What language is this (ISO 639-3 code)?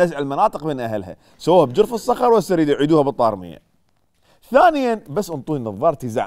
acm